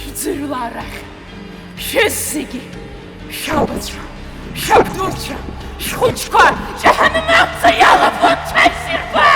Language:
Abkhazian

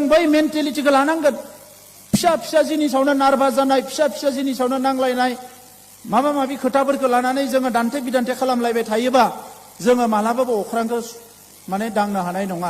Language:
Bodo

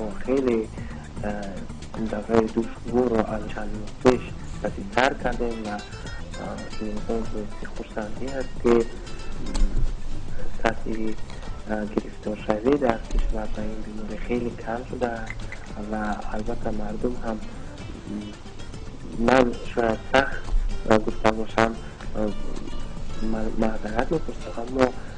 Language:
Tajik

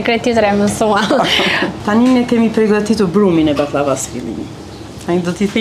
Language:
Albanian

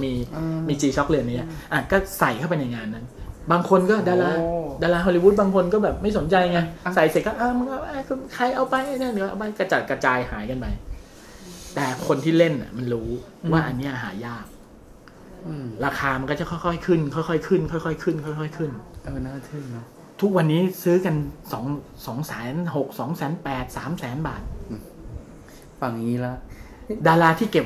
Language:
Thai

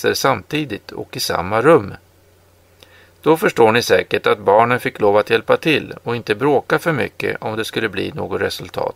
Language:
Swedish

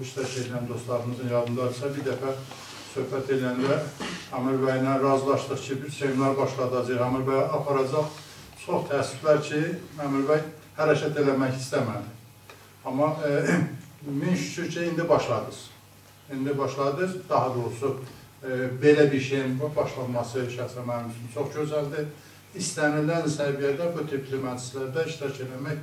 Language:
South Azerbaijani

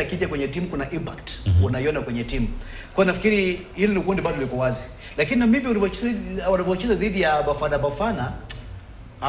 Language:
Swahili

